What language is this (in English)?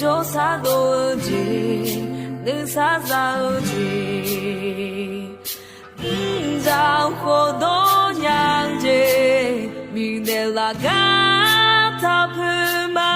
Akha